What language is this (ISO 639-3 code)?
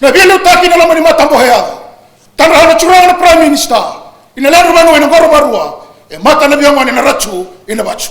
fij